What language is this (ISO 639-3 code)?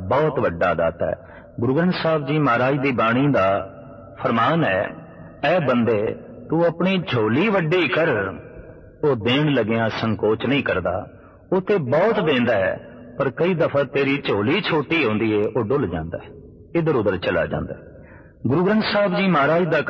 pan